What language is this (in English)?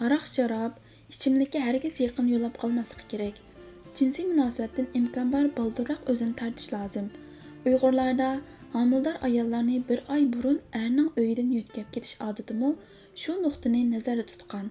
Uyghur